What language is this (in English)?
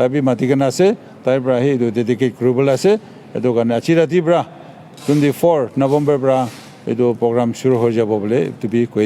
Naga Pidgin